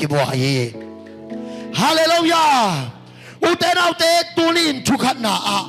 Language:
Tedim Chin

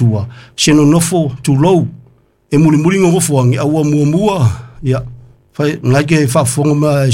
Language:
Samoan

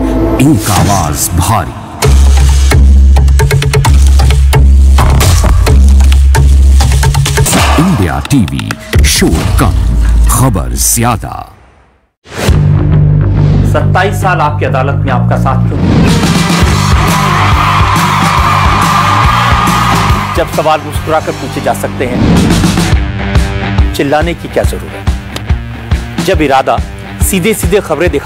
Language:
Hindi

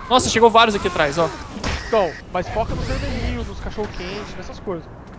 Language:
Portuguese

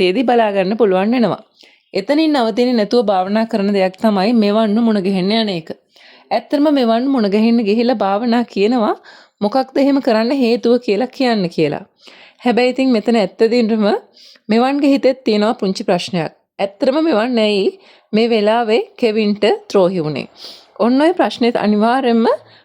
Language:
Sinhala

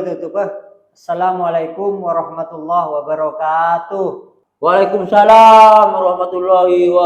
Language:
Madurese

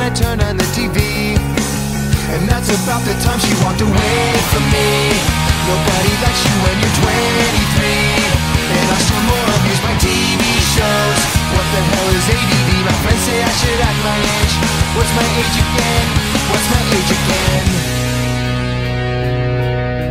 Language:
English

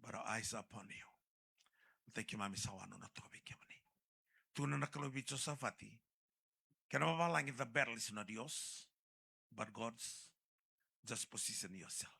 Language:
Fijian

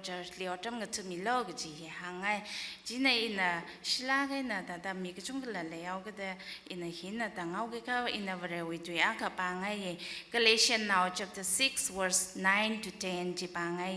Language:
Tangkhul Naga (India)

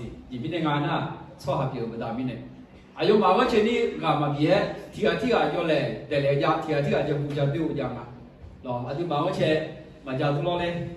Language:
Akha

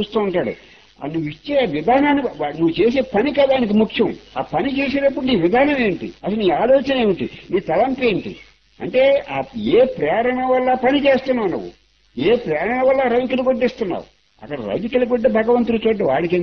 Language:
Telugu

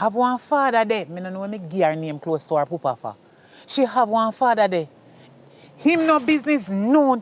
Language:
Jamaican Creole English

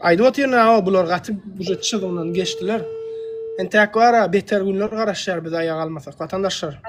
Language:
Turkmen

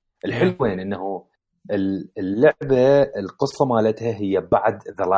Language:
Mesopotamian Arabic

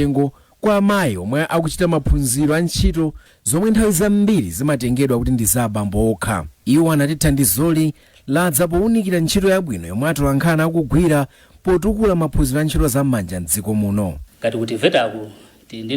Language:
Nyanja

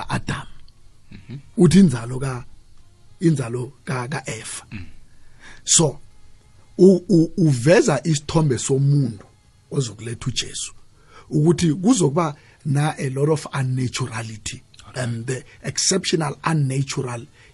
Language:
South Ndebele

